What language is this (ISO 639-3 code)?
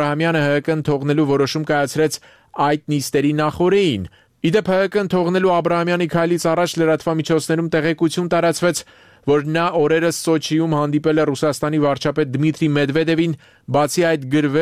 hye